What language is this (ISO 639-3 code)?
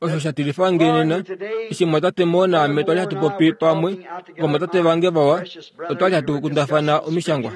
kua